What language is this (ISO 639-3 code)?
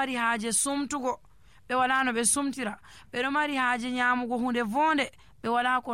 fuv